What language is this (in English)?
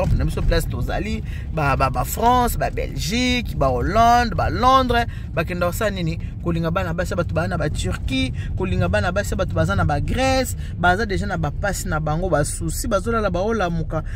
Lingala